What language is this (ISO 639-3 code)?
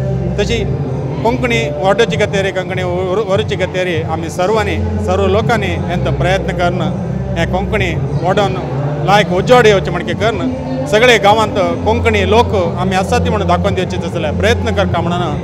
kok